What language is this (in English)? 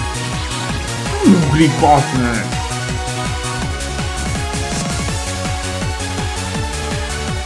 Hungarian